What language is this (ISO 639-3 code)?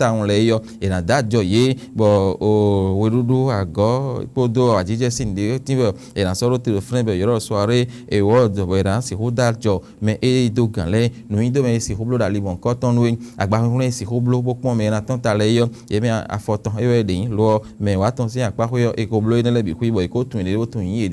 fon